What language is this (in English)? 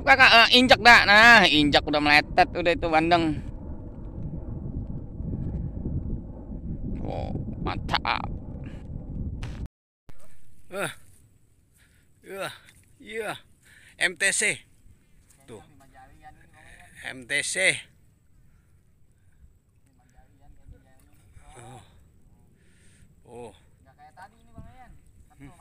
Indonesian